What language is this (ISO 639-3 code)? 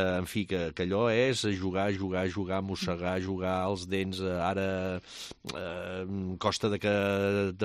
cat